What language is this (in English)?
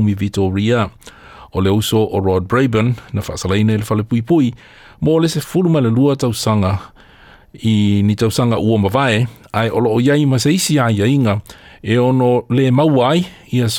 Samoan